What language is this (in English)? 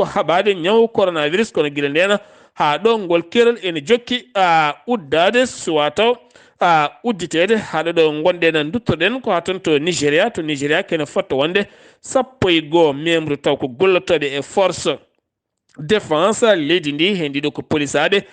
Fula